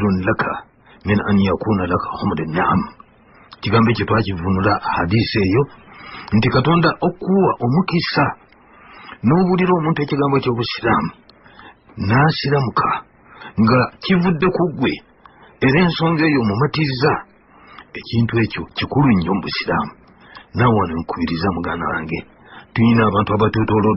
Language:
Ganda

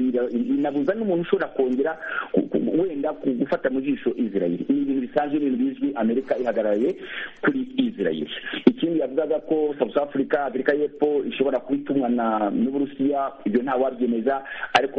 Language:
Kinyarwanda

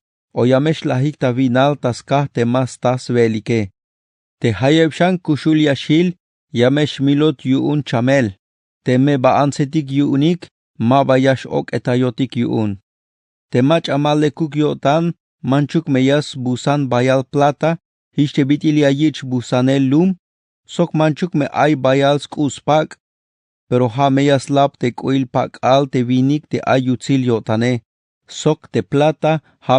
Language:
Tzeltal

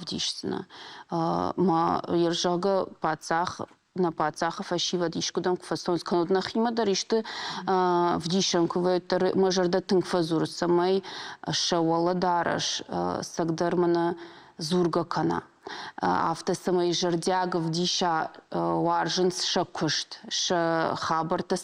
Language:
Ossetic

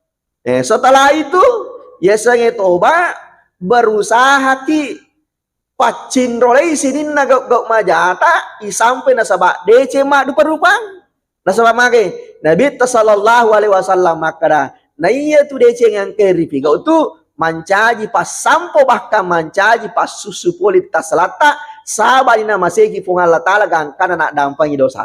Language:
Buginese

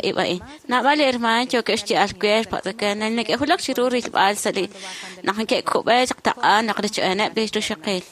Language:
Kekchí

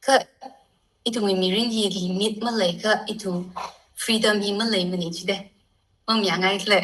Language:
Tangkhul Naga (India)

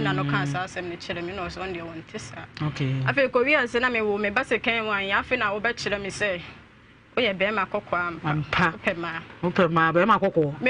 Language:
Akan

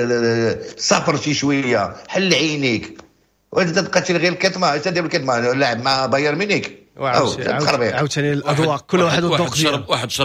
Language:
Moroccan Arabic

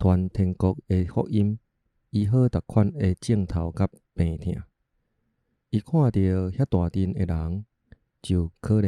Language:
Min Nan Chinese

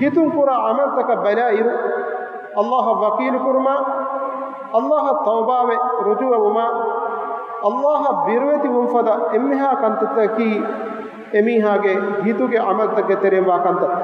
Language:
Divehi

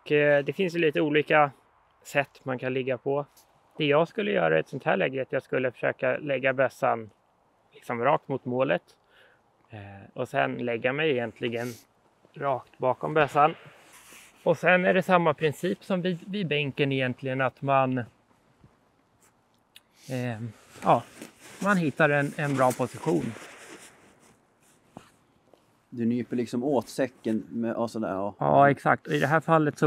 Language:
Swedish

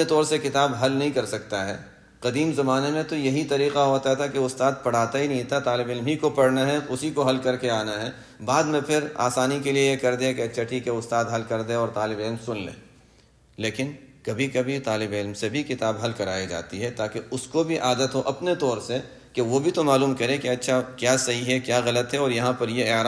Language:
Urdu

